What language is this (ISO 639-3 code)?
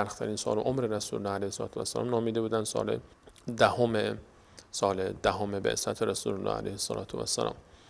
fas